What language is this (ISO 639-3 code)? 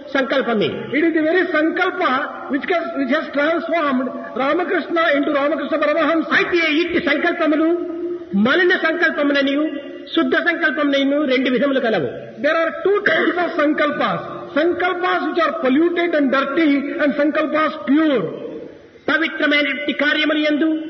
tel